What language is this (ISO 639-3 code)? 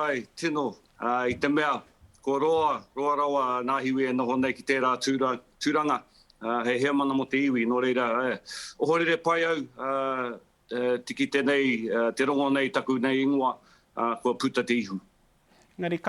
mri